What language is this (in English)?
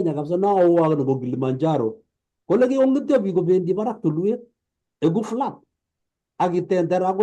Kalenjin